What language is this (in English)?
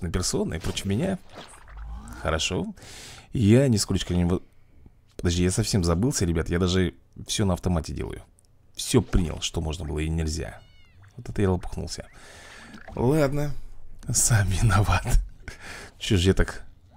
Russian